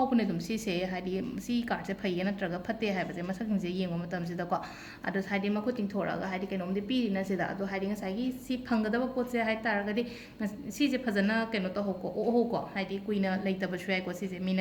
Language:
Manipuri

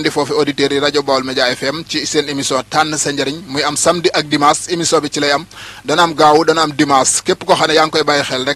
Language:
Wolof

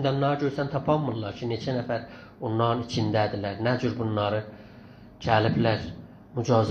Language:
South Azerbaijani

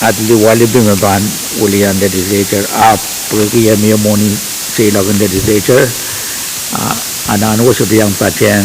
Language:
Pohnpeian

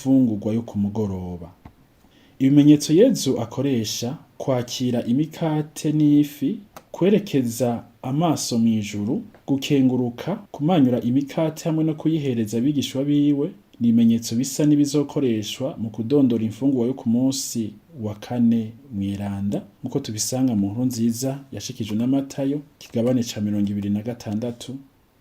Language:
Rundi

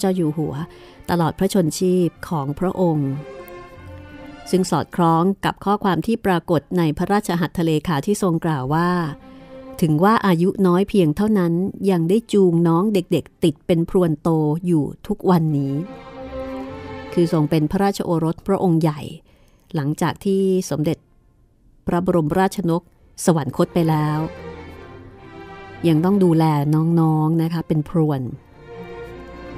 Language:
Thai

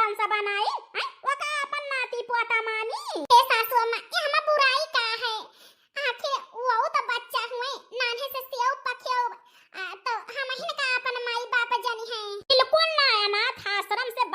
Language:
Awadhi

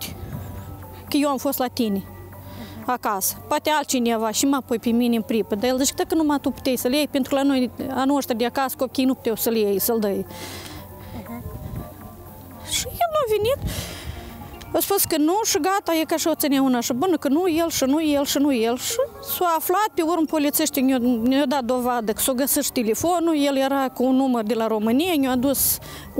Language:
Romanian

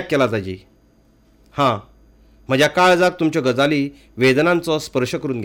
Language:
Konkani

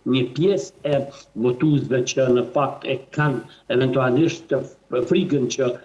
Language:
Albanian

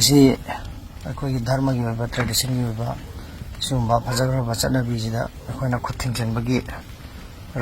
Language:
Manipuri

